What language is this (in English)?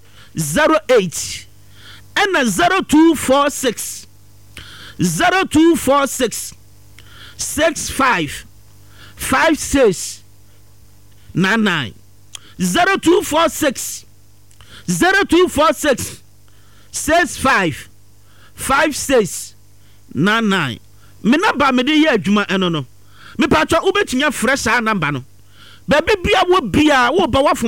Akan